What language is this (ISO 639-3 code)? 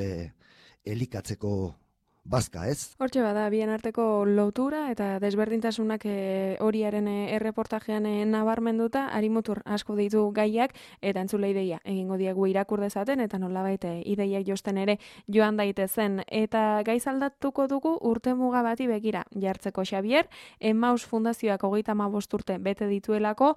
eus